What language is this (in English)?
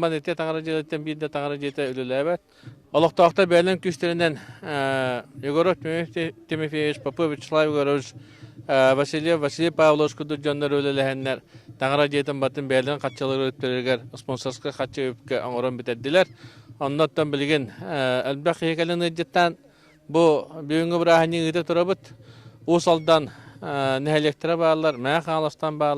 Yakut